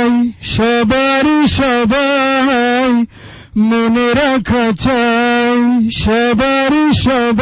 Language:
Bangla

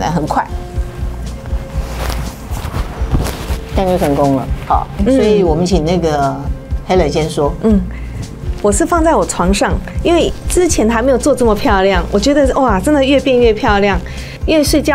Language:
Chinese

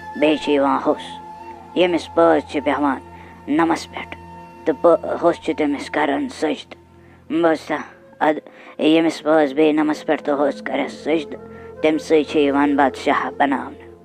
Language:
Kashmiri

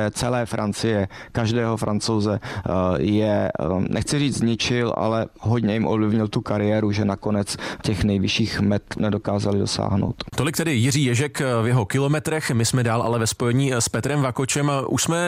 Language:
Czech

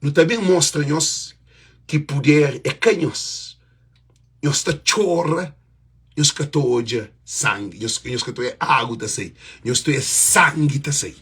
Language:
Kabuverdianu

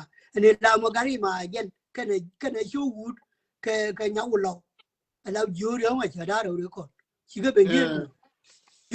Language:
Nuer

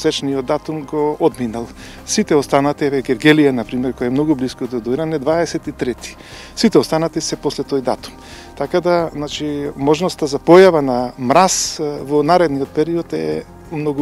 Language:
Macedonian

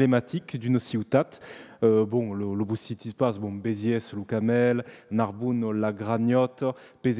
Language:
Occitan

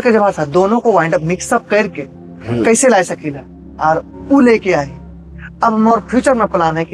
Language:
Sadri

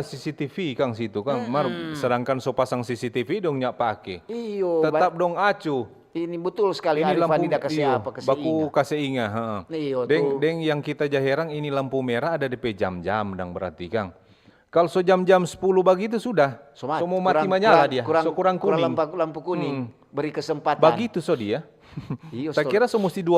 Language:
Manado Malay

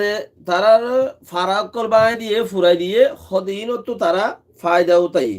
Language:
Rohingya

